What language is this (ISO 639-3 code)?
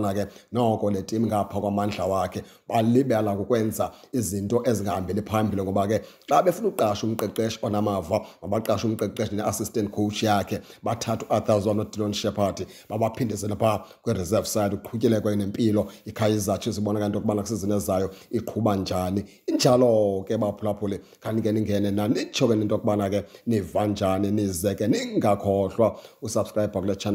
xho